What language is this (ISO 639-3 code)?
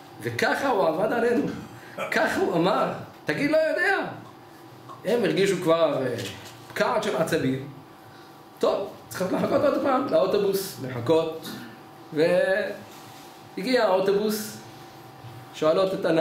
heb